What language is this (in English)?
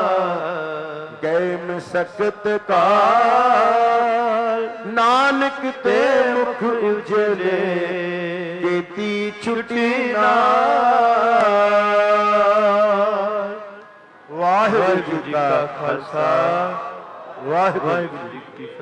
Punjabi